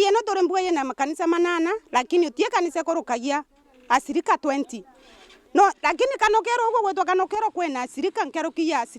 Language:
Meru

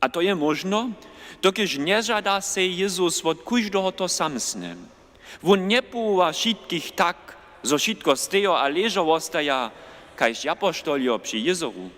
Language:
Upper Sorbian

